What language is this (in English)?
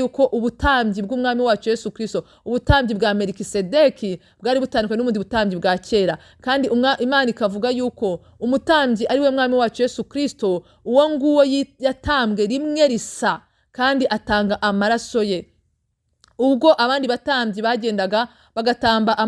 Kinyarwanda